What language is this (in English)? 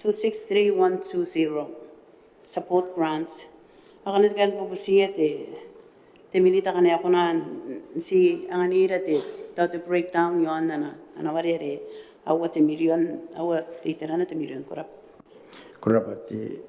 Gilbertese